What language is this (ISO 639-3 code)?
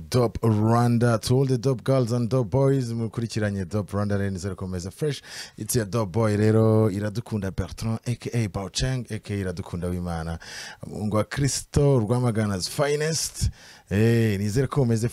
kin